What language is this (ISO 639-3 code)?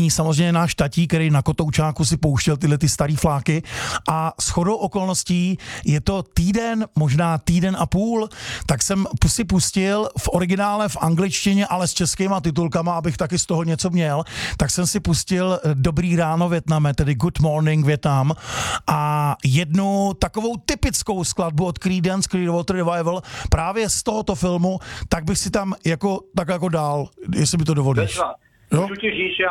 ces